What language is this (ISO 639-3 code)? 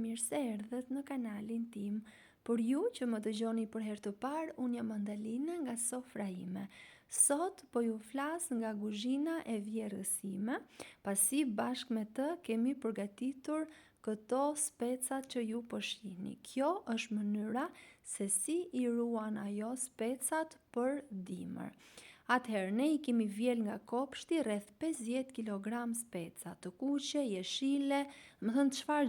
sqi